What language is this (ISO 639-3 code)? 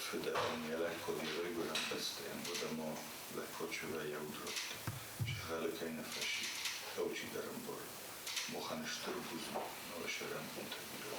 oss